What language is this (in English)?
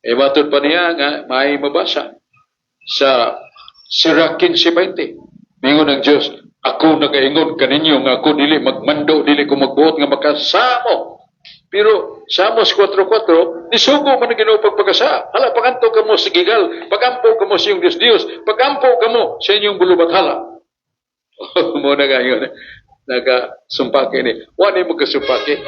Cebuano